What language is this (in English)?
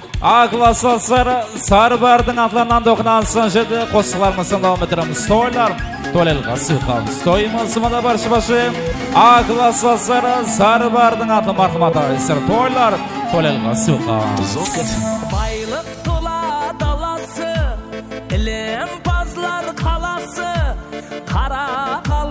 Kara-Kalpak